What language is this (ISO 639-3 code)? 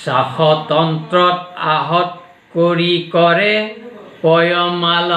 asm